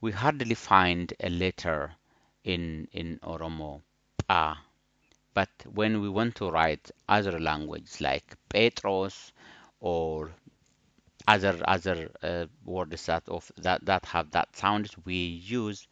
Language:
English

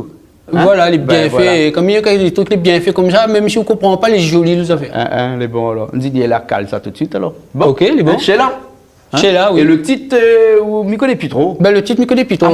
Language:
Réunion Creole French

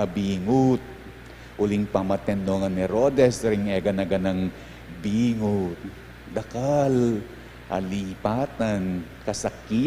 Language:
Pampanga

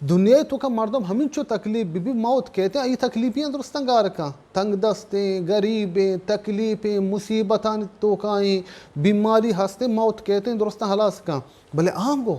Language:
Baluchi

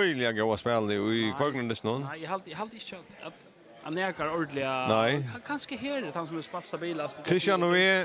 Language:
Faroese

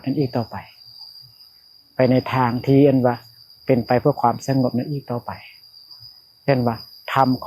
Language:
Lao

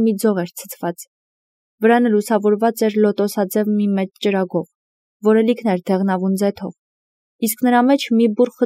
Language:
Armenian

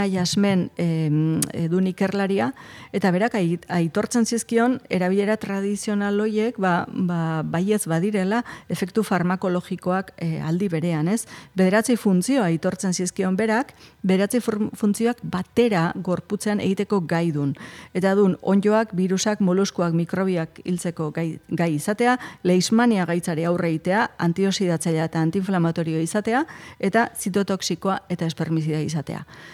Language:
Basque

